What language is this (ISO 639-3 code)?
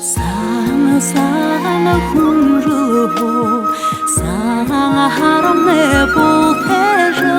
bua